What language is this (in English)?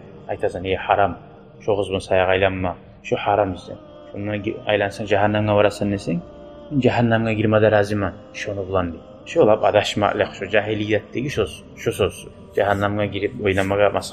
Kumyk